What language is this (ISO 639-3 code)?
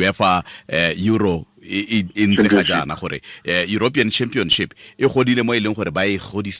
tsn